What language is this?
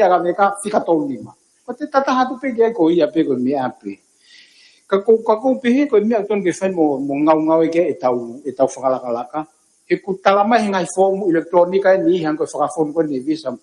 Tongan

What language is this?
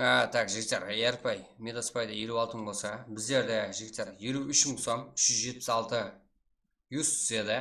Kara-Kalpak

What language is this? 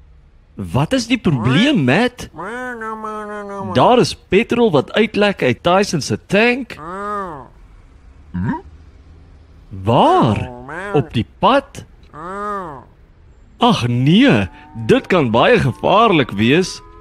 Afrikaans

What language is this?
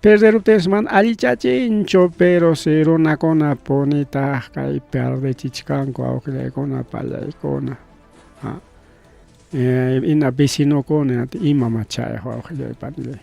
Ayacucho Quechua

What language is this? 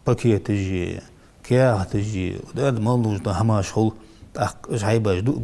Ingush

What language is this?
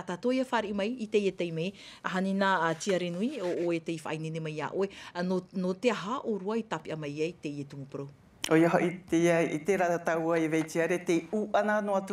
Tahitian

